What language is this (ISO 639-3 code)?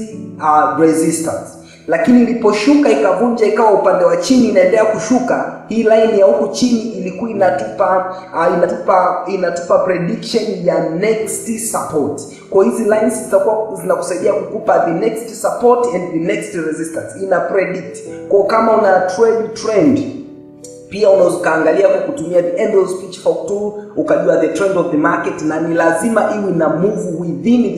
swa